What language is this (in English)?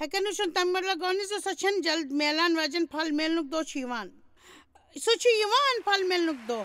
Kashmiri